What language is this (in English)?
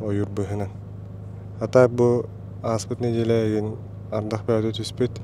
Yakut